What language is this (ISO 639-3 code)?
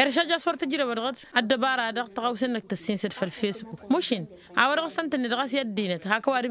taq